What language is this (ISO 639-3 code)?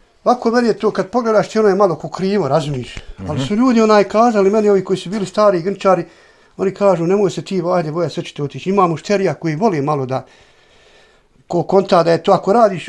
bos